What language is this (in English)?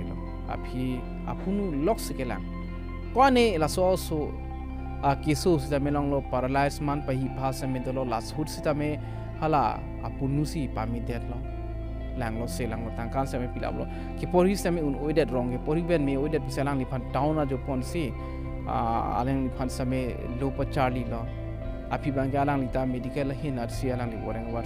Karbi